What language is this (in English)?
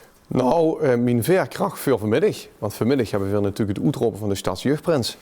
Limburgish